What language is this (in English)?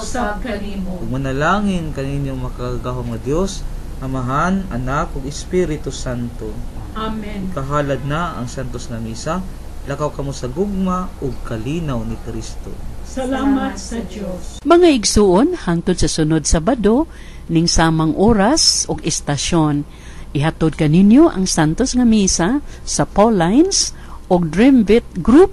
Cebuano